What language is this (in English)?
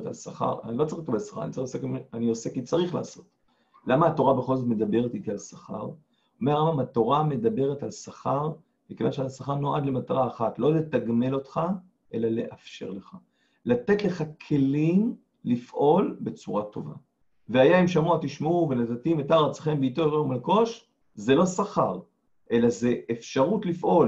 Hebrew